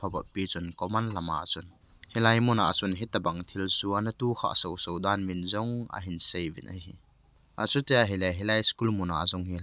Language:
Thado Chin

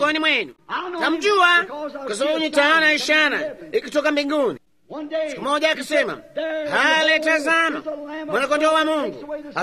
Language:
Swahili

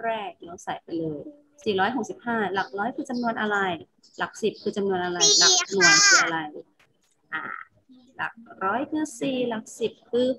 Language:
Thai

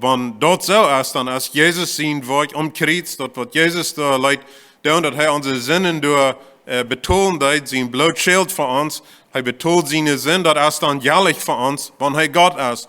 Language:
Plautdietsch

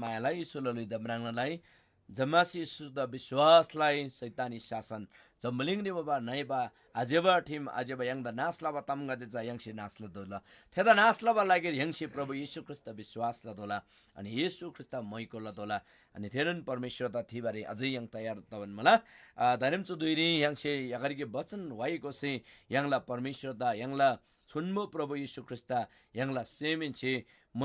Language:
Eastern Tamang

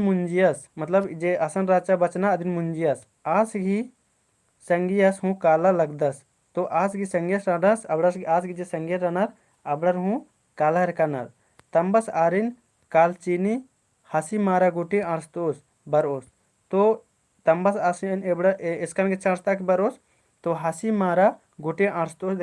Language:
Kurukh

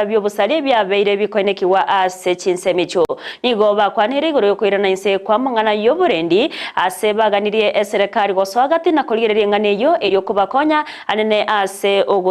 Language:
Gusii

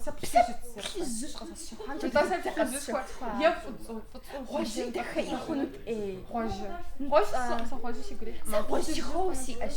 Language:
Kabardian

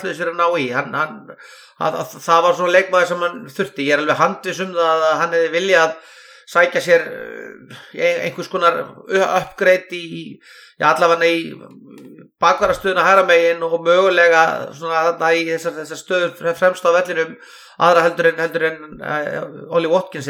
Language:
Icelandic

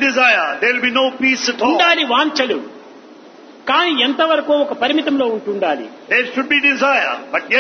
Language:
Telugu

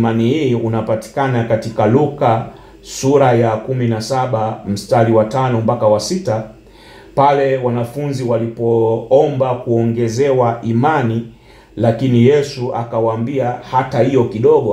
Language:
Swahili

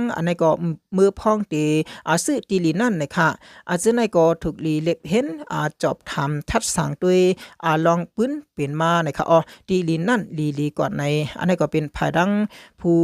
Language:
Shan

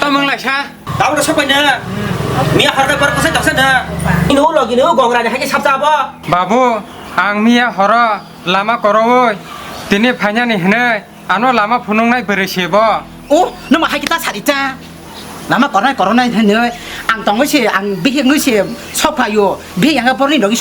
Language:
Kok Borok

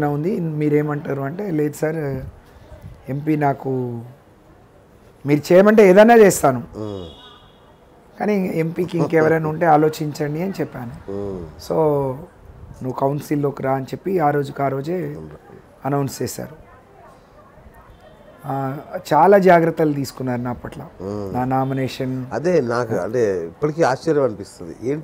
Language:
Telugu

